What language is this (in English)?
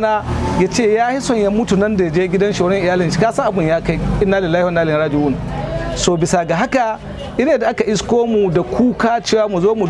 Hausa